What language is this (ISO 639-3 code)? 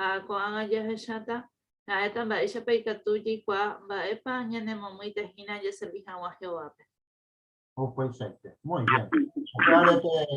grn